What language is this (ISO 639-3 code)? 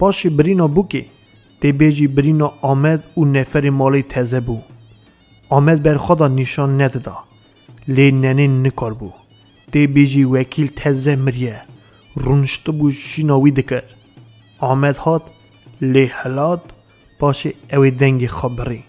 kur